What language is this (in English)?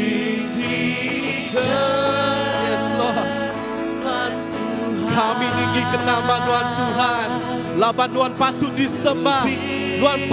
Iban